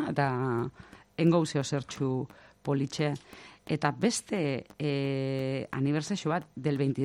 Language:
Basque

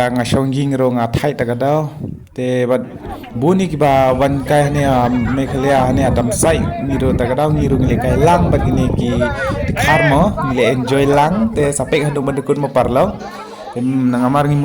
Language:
Khasi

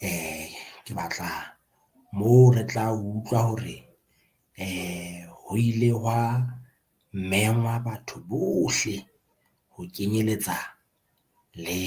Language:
Southern Sotho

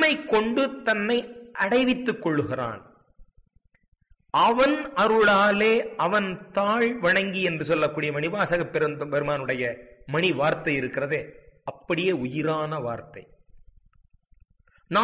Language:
Tamil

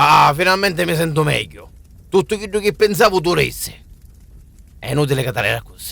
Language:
Sicilian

